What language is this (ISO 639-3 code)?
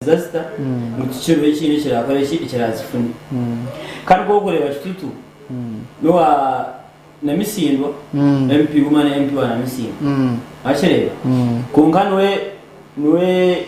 nyn